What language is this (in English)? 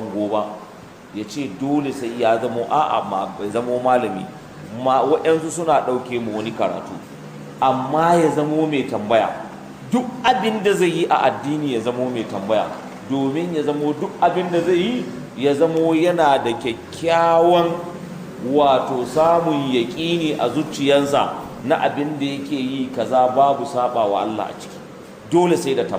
Hausa